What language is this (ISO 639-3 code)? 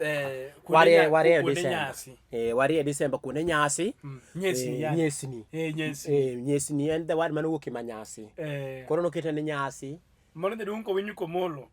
luo